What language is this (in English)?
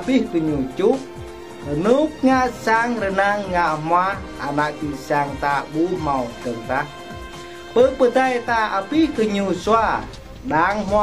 Jarai